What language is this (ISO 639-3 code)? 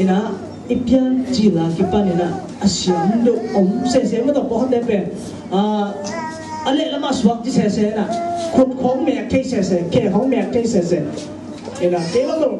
ctd